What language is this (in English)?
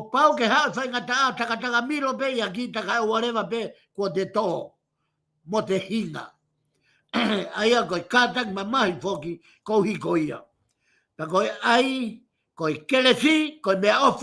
Tongan